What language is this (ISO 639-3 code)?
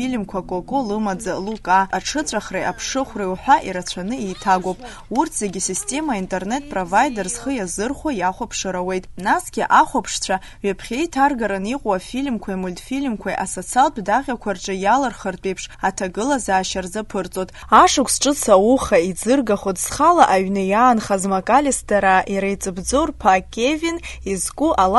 abk